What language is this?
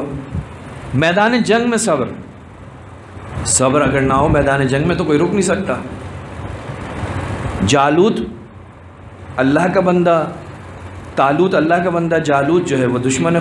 Urdu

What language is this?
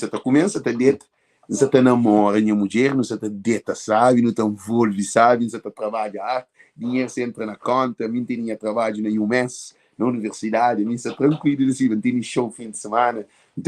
Kabuverdianu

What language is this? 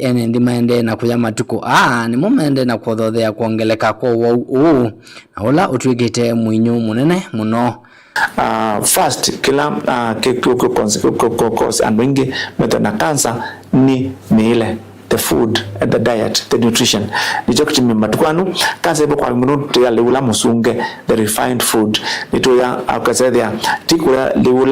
Kamba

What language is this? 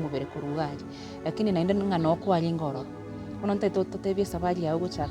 Gusii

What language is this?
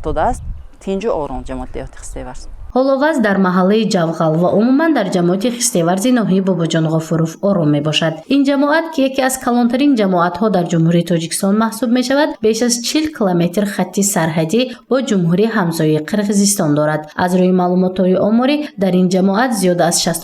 Tajik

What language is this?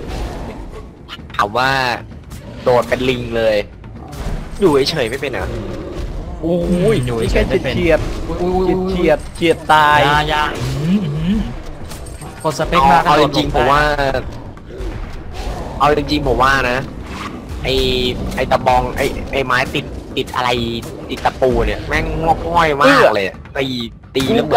Thai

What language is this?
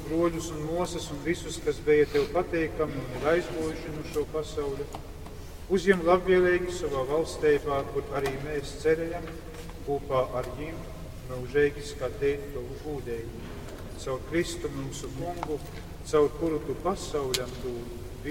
Latgalian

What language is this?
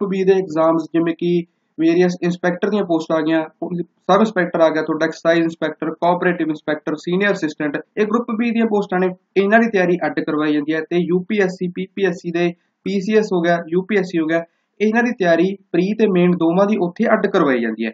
Punjabi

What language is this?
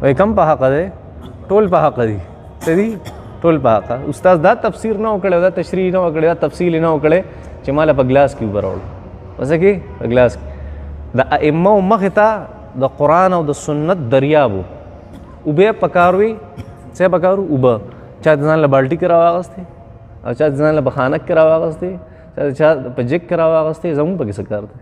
Pashto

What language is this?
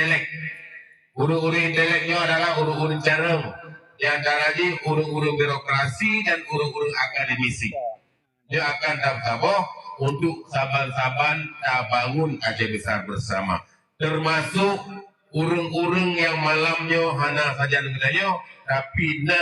Achinese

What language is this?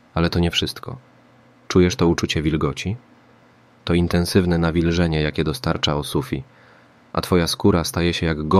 Polish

